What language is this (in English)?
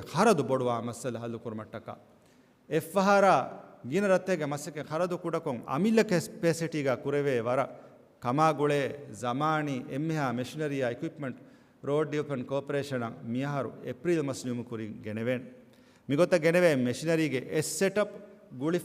Divehi